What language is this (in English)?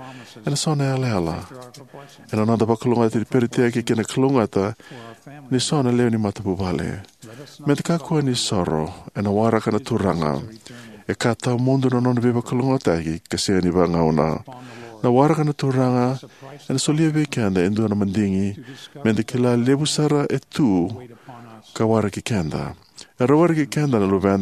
Fijian